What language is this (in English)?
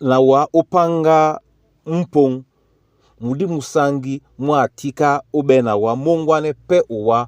Duala